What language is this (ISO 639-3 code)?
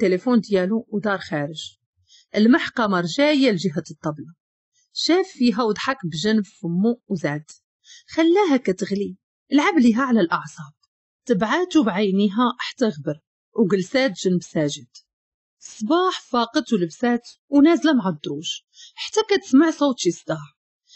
ary